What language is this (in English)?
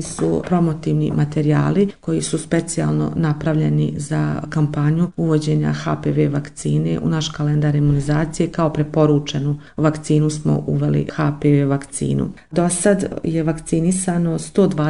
Serbian